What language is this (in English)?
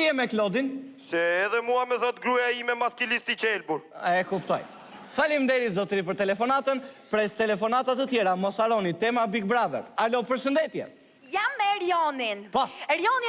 Albanian